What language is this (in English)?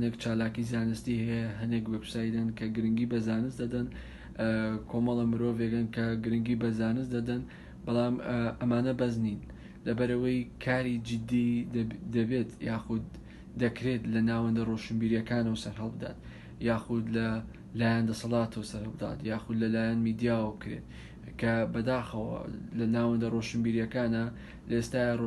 Central Kurdish